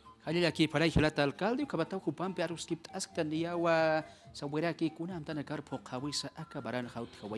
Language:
Aymara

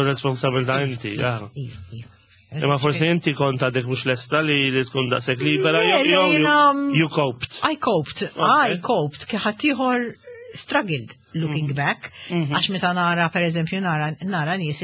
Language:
Maltese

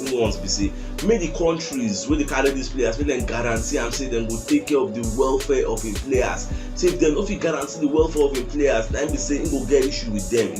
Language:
Nigerian Pidgin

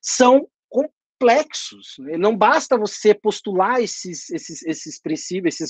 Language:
Portuguese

